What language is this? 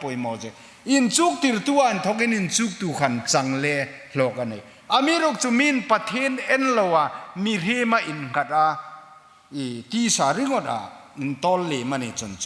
Hmar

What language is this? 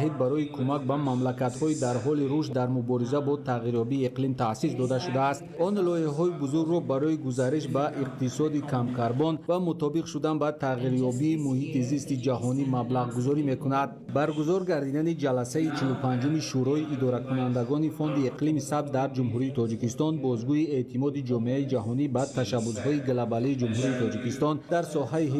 Tajik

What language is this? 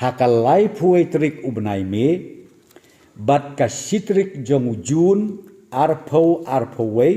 Khasi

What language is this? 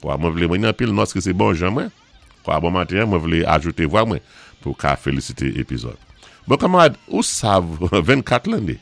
Saint Lucian Creole French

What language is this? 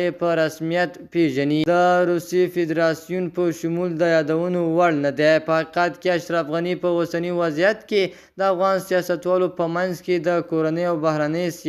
Pashto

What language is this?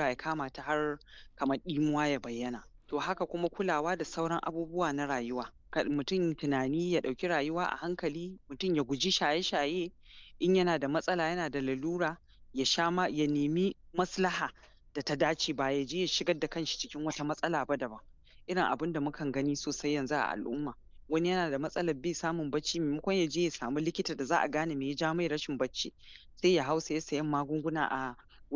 Hausa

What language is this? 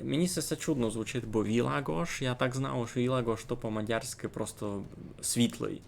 Rusyn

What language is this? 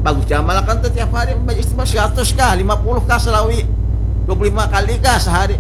Banjar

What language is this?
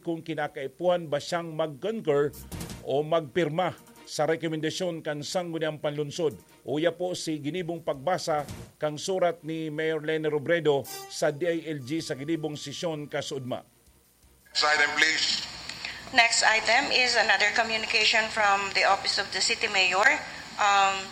Bikol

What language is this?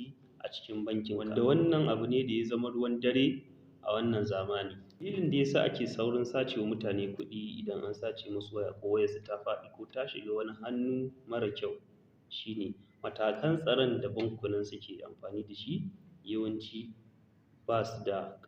Hausa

